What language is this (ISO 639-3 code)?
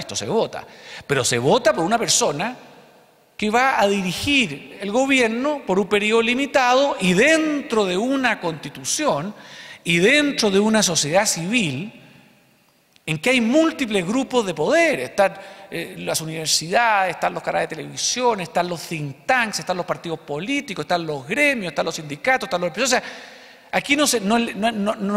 spa